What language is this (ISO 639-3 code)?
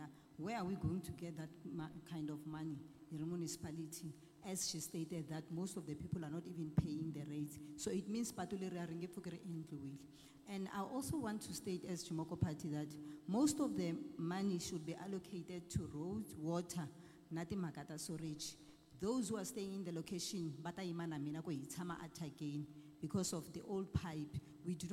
tso